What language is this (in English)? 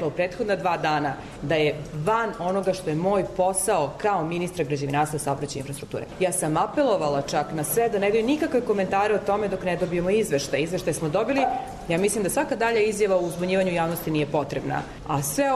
Serbian